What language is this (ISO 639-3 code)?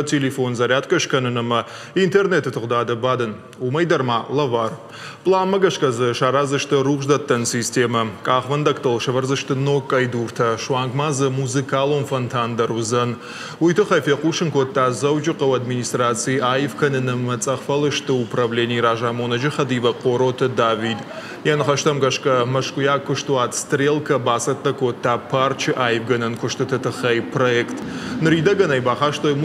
oss